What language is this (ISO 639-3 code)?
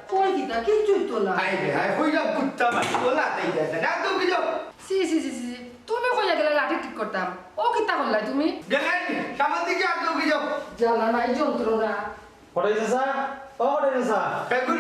syl